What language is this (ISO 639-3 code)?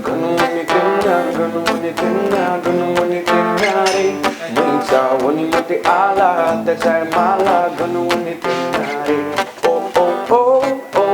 new